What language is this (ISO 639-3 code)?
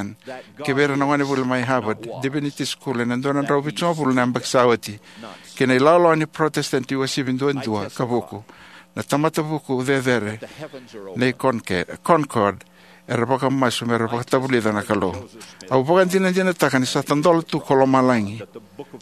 fij